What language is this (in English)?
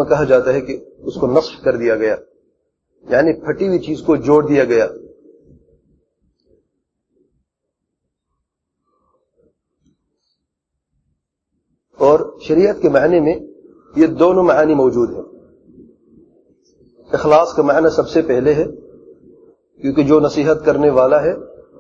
Urdu